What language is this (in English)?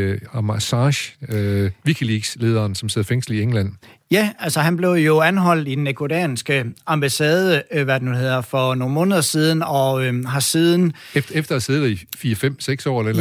Danish